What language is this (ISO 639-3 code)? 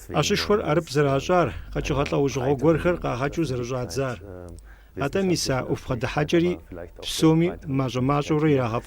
kbd